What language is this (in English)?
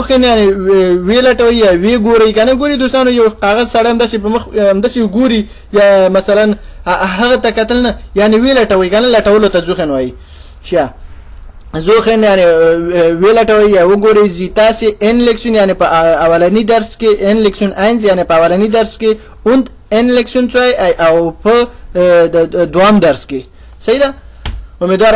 Pashto